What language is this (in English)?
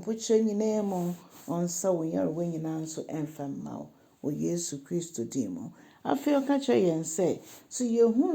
Akan